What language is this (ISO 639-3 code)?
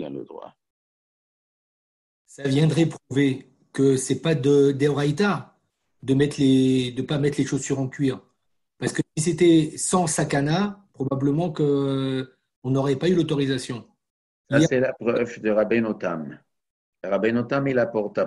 fra